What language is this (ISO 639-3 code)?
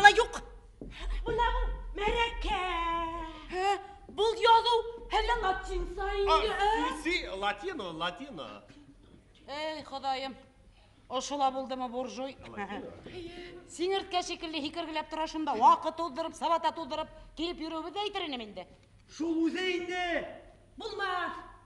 bak